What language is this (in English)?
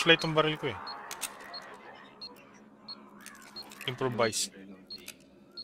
Filipino